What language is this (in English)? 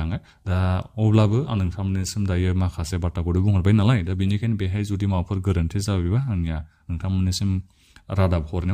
Bodo